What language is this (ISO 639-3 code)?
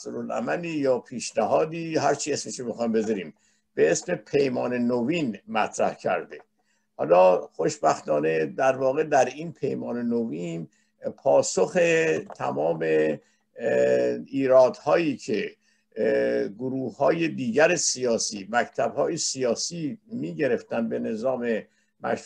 fas